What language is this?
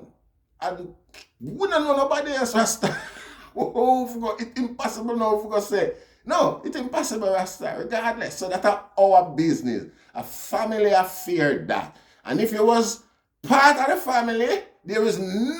Jamaican Creole English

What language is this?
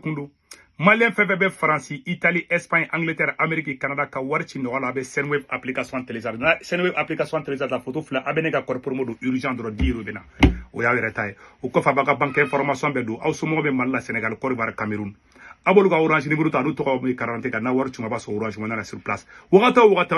Bambara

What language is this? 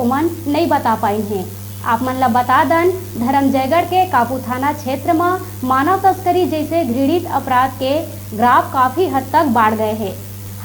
Chhattisgarhi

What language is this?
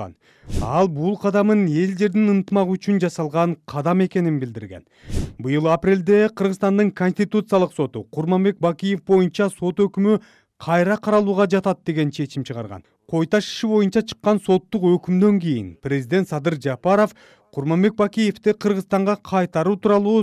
Kyrgyz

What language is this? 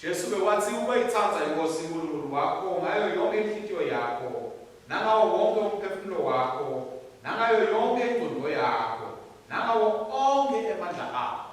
Swati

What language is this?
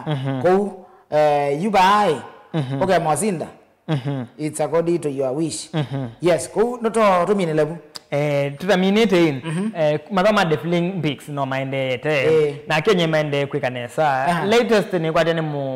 Kamba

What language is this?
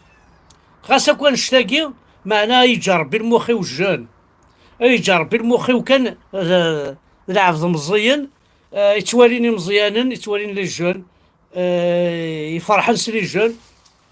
Kabyle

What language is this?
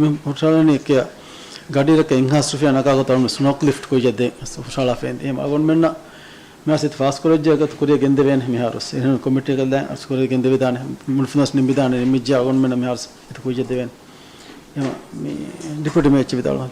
Divehi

